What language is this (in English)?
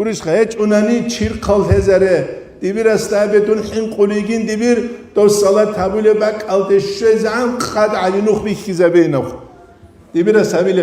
Avaric